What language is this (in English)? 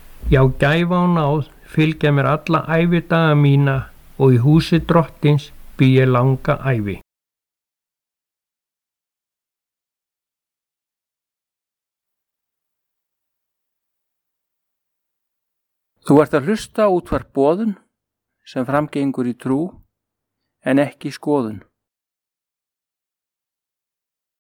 Icelandic